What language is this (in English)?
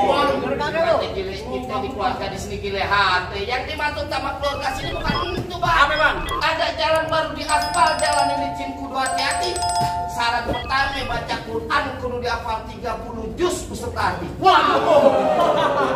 Betawi